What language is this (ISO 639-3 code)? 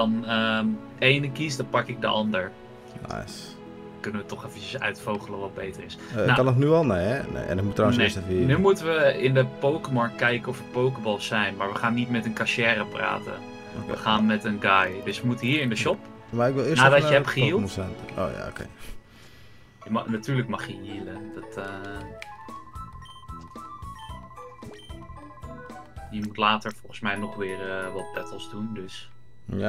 nld